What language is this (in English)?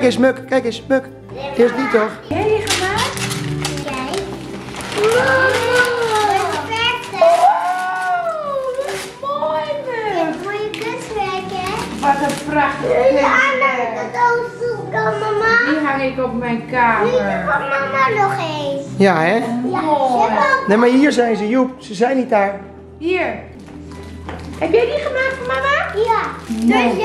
Dutch